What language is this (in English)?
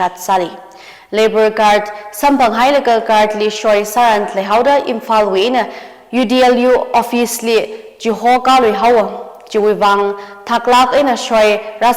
Tangkhul Naga (India)